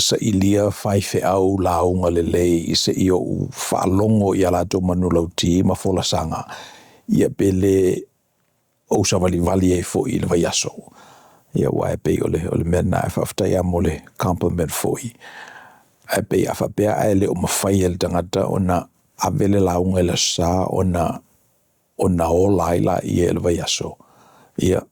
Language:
Samoan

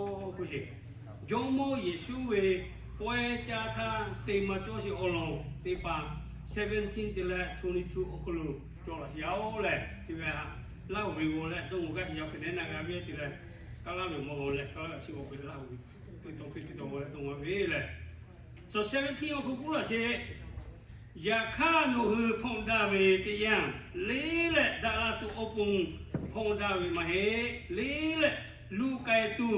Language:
Lahu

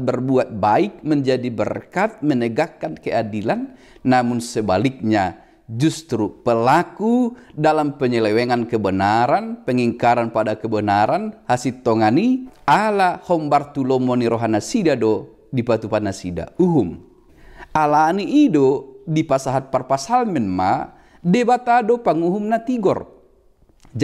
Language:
Batak Toba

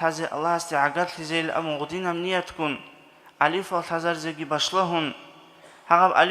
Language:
Avaric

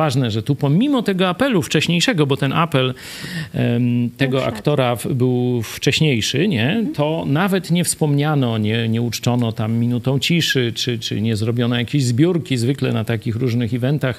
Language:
Polish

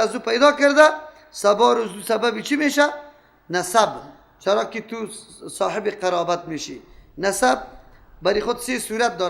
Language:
Persian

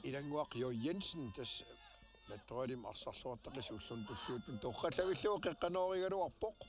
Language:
Kalaallisut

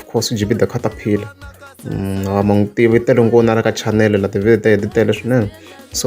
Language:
Tsonga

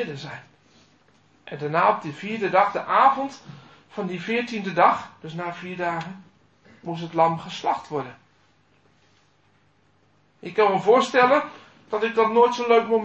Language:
Dutch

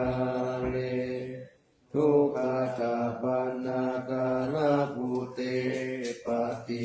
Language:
Pali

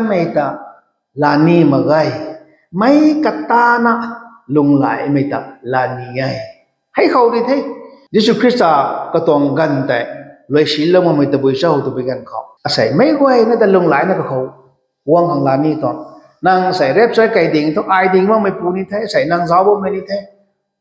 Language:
Rongmei Naga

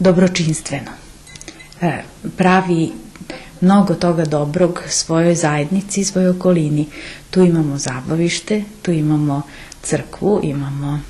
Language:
Rusyn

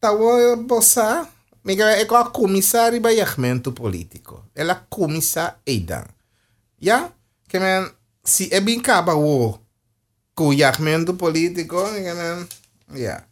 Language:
Papiamento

